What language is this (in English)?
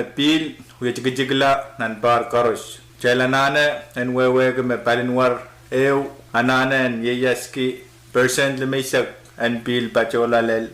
Pohnpeian